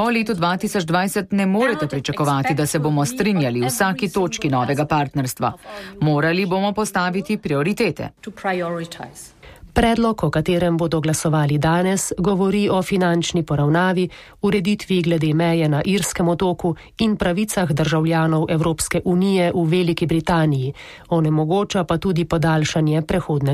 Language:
Slovenian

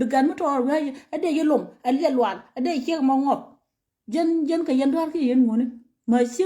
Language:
Nuer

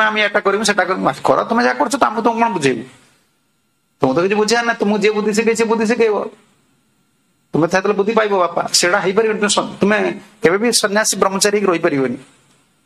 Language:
Odia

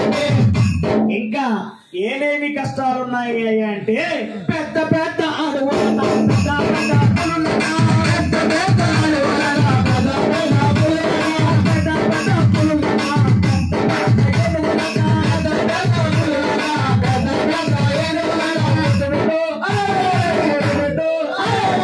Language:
Telugu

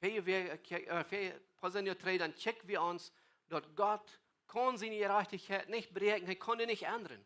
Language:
Plautdietsch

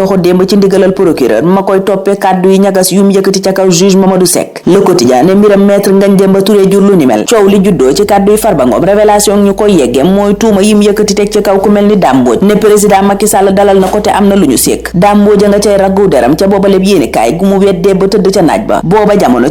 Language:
Wolof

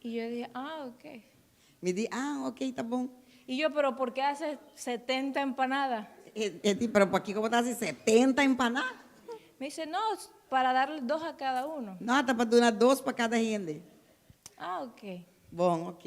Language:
Papiamento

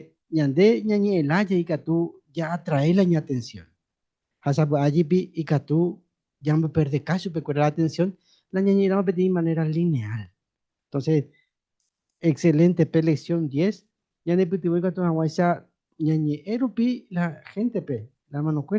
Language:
Guarani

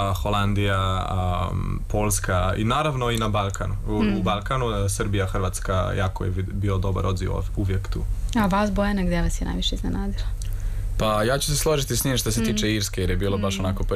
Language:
Serbian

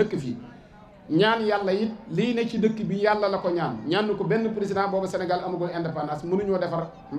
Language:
Wolof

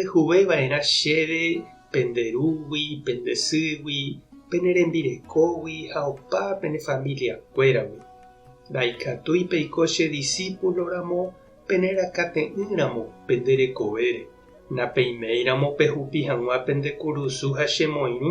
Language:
Guarani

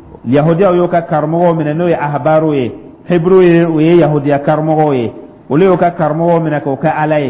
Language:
Dyula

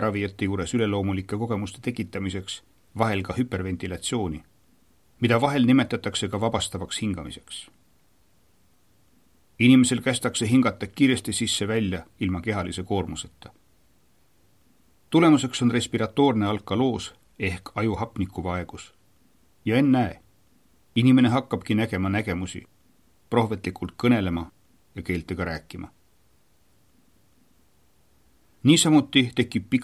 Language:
Estonian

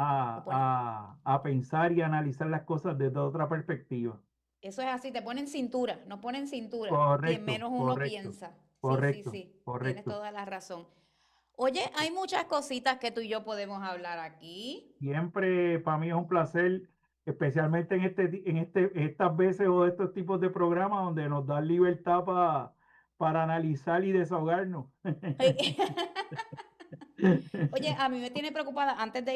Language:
Spanish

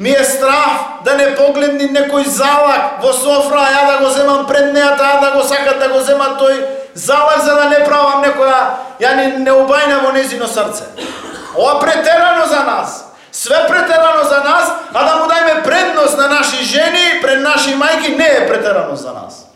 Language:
Macedonian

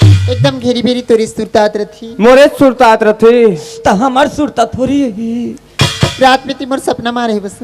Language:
Chhattisgarhi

